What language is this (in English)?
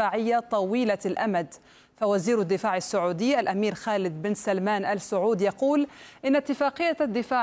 Arabic